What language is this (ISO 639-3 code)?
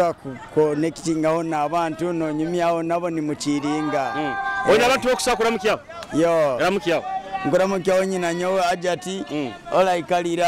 nyo